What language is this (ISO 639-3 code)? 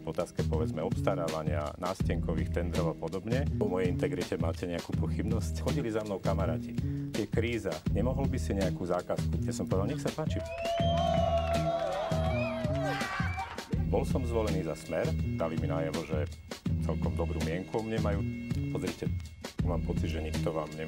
slk